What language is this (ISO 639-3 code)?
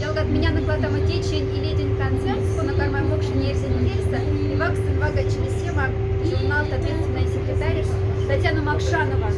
mdf